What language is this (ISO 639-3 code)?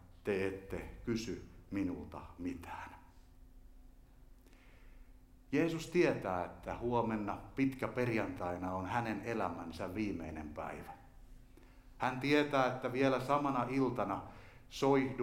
fin